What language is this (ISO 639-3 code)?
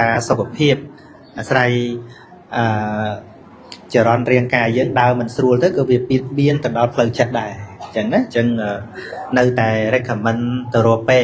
khm